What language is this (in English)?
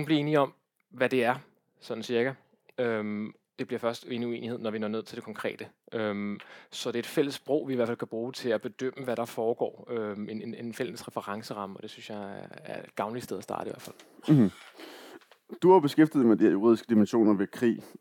Danish